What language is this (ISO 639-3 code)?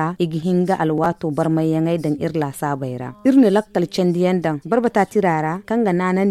dje